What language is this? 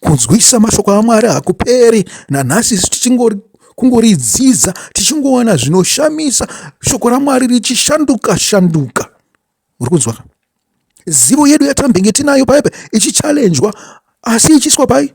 Shona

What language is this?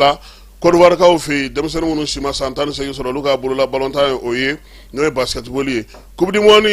Bambara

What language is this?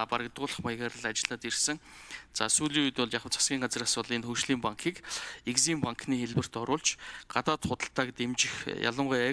Mongolian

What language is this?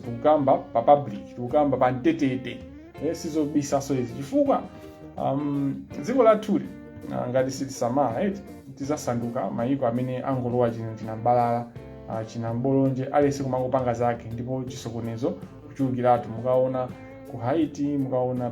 Nyanja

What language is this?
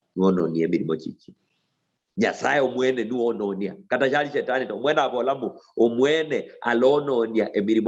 Luyia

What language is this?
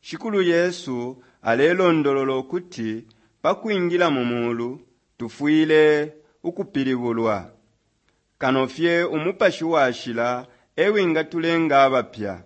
Bemba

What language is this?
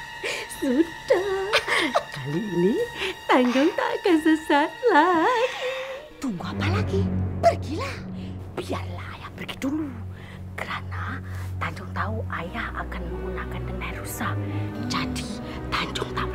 Malay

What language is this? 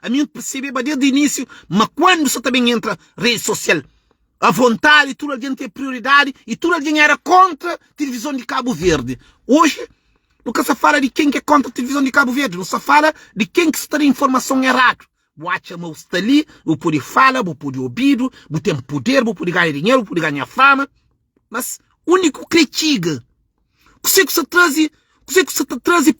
Kabuverdianu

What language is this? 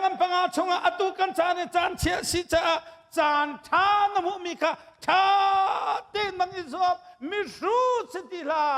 Hakha Chin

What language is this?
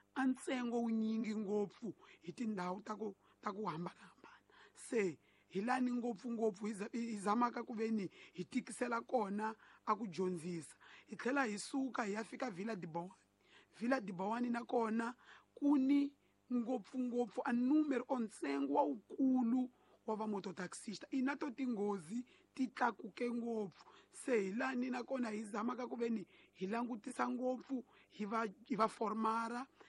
Tsonga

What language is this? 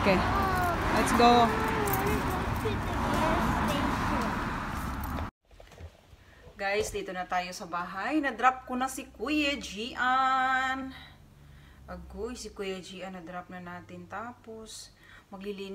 Filipino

